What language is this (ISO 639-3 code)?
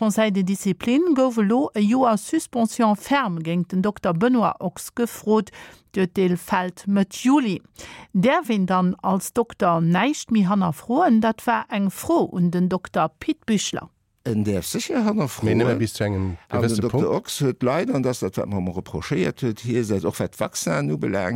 ltz